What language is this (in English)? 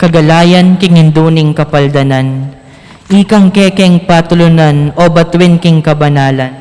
Pampanga